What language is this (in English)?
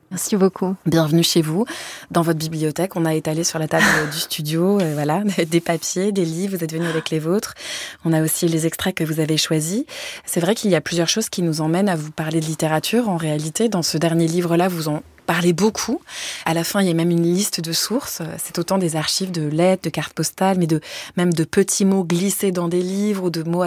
French